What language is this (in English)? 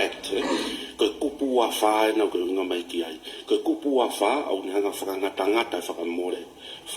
Tongan